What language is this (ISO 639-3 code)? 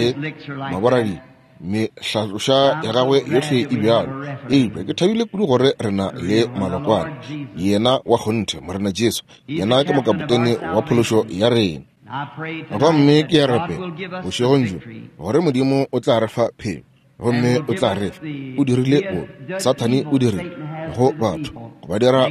nso